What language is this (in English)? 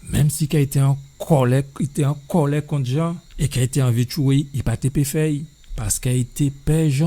Guadeloupean Creole French